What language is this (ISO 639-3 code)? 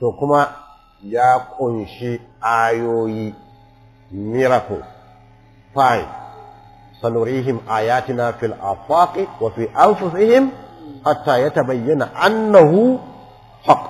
hau